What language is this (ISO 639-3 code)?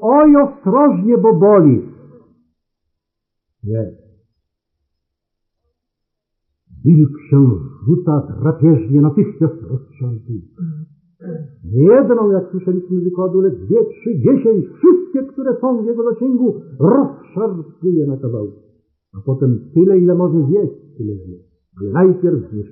pol